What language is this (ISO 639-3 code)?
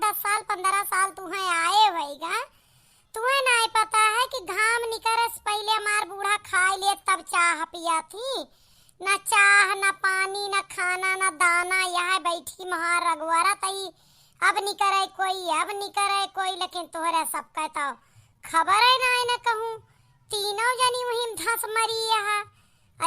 awa